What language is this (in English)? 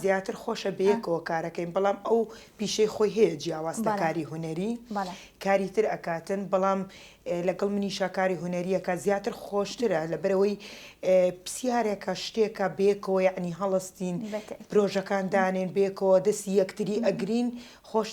Central Kurdish